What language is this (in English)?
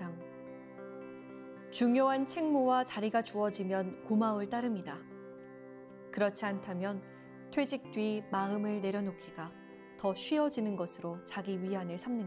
Korean